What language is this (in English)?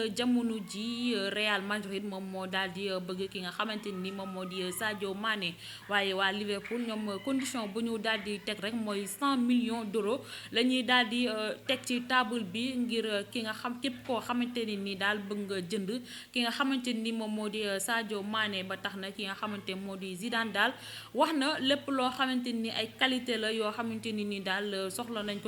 Wolof